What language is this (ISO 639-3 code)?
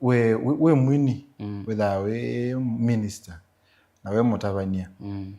kam